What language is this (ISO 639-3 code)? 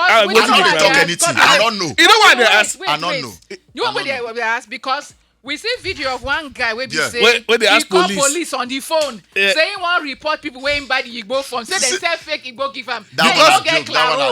pcm